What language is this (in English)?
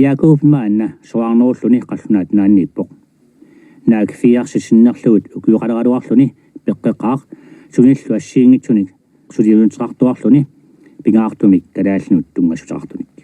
Kalaallisut